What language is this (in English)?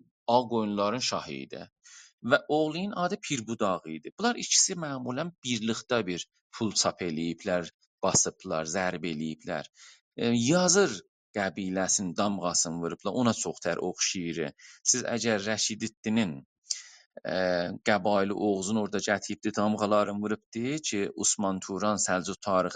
South Azerbaijani